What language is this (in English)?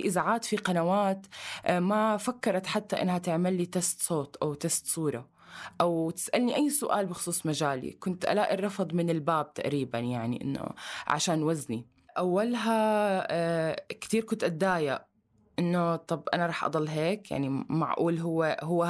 North Levantine Arabic